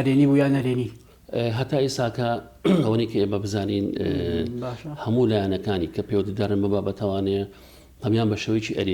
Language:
Central Kurdish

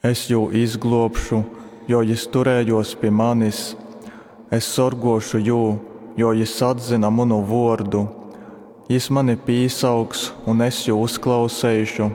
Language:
Latgalian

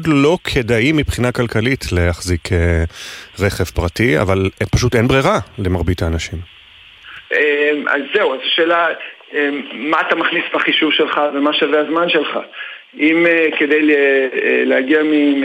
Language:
Hebrew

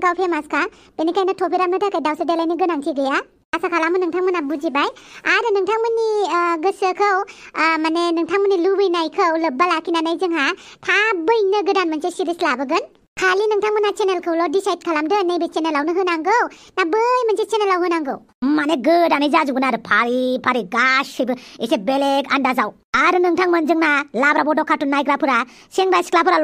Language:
Bodo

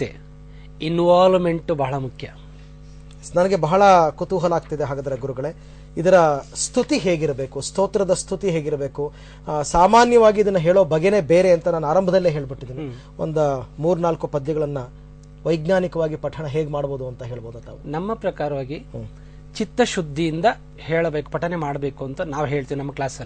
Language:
Kannada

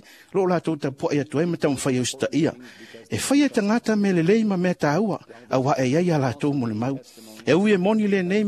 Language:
Samoan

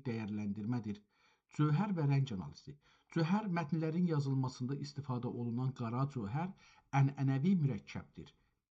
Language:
South Azerbaijani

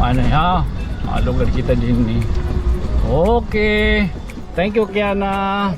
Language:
Waray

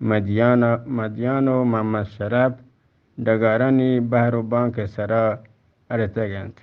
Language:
Eastern Balochi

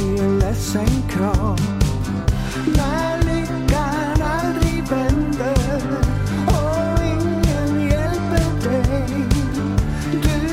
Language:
Swedish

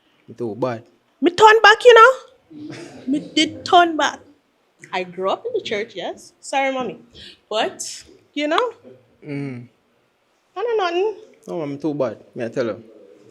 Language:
Jamaican Creole English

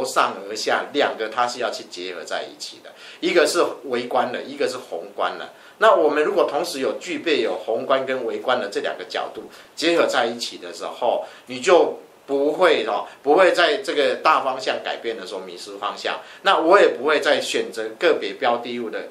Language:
Chinese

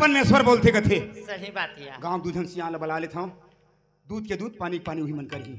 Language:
Chhattisgarhi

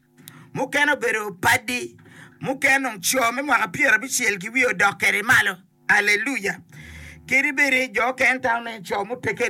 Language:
Acoli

